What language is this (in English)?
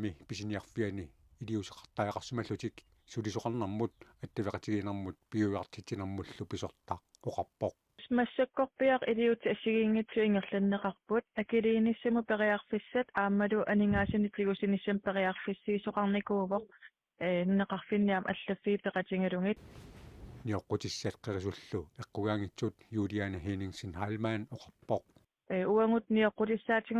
Kalaallisut